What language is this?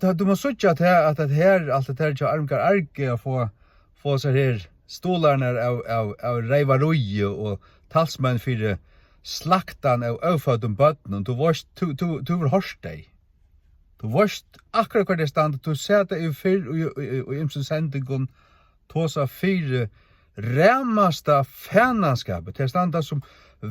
Faroese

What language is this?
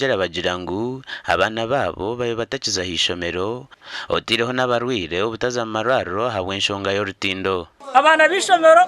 Nyankole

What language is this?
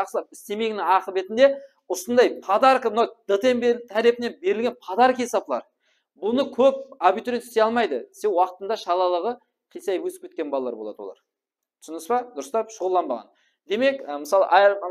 Kara-Kalpak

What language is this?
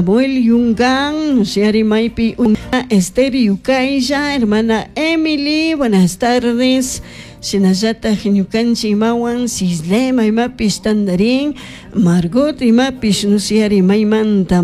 Chimborazo Highland Quichua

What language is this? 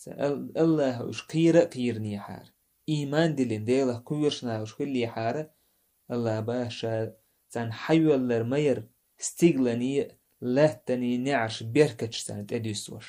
Chechen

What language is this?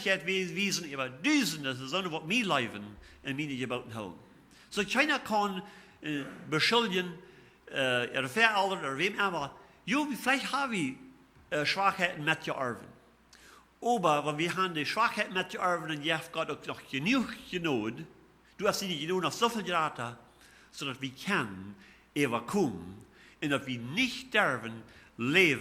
Plautdietsch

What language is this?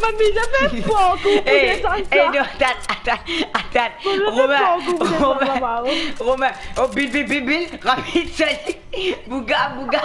Morisyen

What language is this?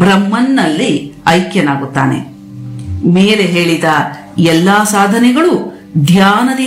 Kannada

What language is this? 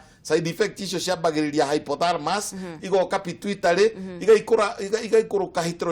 Kikuyu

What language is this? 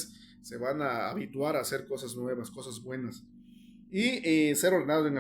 Zapotec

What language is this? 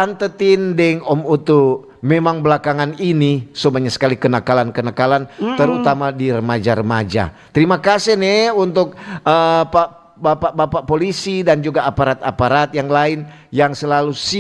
Manado Malay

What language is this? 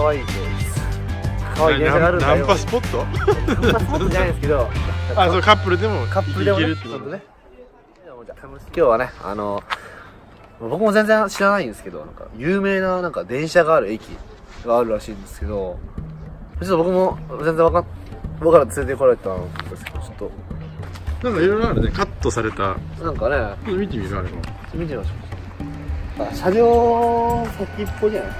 Japanese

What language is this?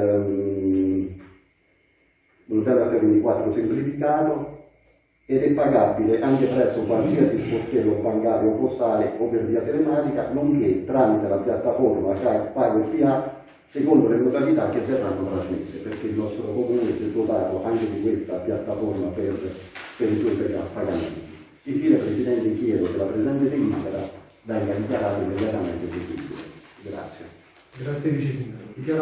Italian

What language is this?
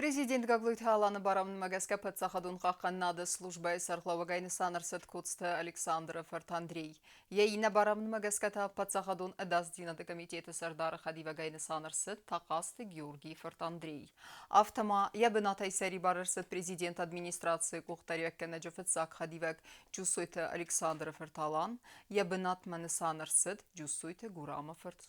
Ossetic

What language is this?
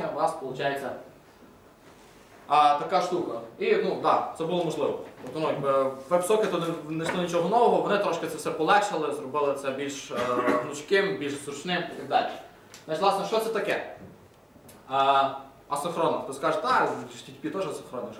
Ukrainian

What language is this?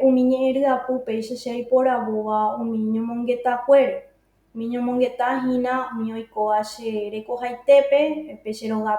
Guarani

